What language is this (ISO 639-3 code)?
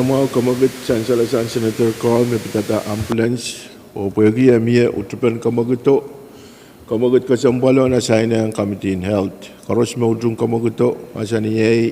pon